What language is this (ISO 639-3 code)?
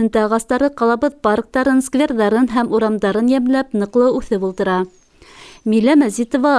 bak